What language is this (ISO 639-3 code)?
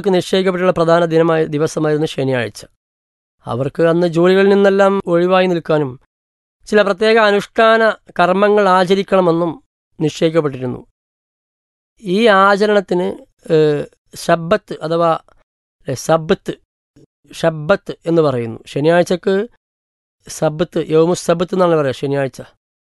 mal